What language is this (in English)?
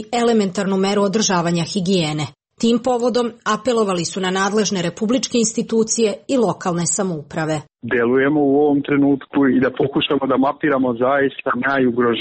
Serbian